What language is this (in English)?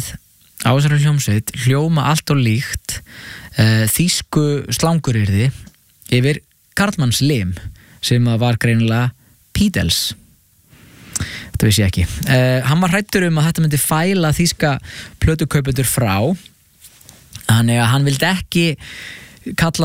Icelandic